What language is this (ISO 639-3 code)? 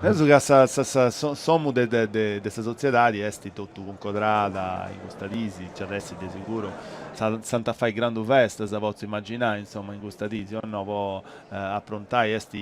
srd